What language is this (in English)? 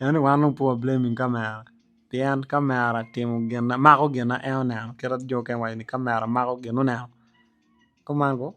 Acoli